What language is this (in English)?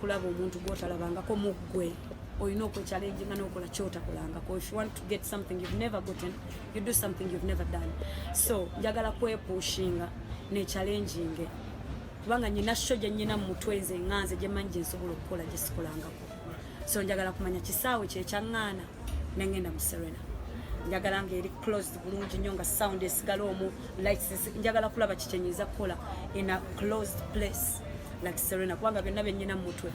Ganda